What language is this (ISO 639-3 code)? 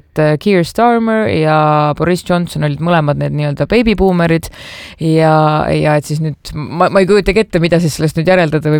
est